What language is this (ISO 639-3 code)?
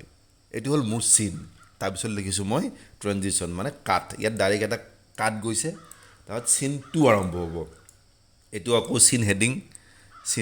asm